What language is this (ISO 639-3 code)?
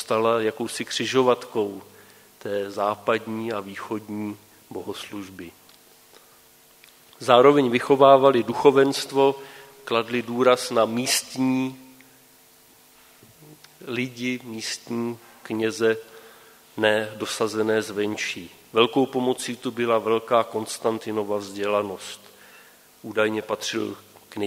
ces